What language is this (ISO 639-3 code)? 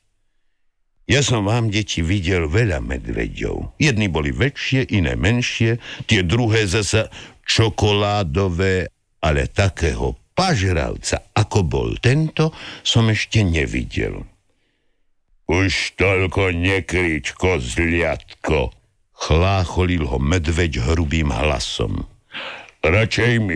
slk